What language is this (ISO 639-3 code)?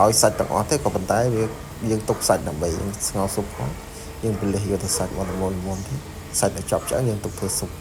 khm